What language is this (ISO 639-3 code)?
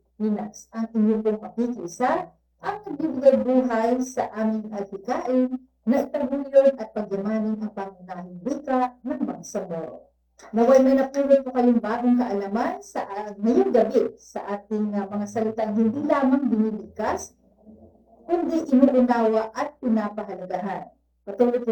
fil